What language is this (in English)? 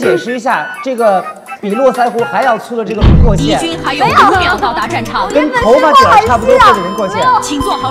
Chinese